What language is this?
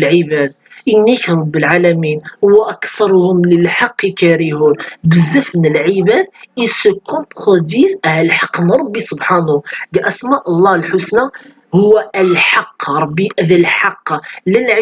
Kabyle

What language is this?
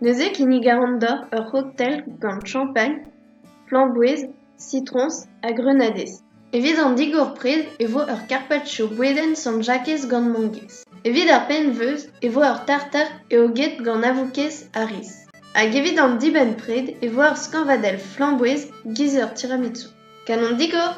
Breton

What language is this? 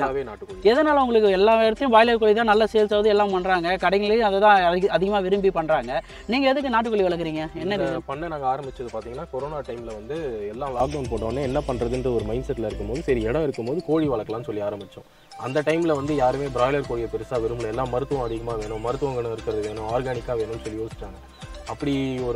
Tamil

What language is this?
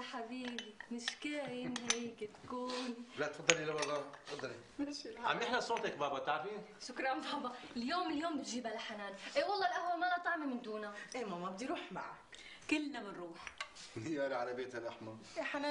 North Levantine Arabic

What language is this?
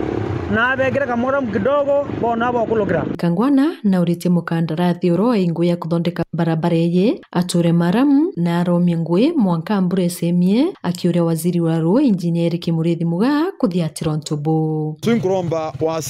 Meru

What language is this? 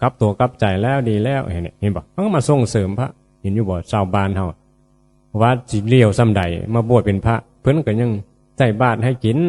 Northeastern Thai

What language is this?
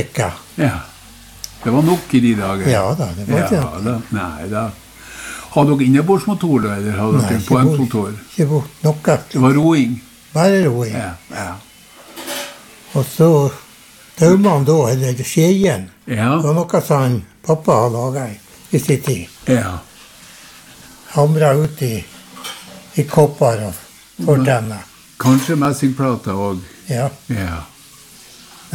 Norwegian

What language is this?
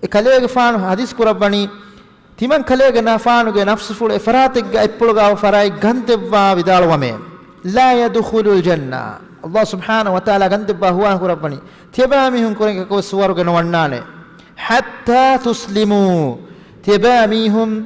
Divehi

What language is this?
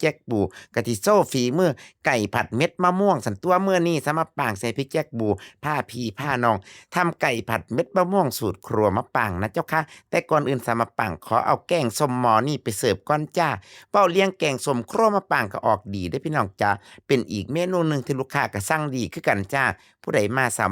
Northeastern Thai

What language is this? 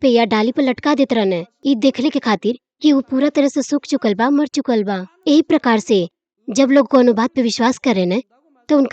Bhojpuri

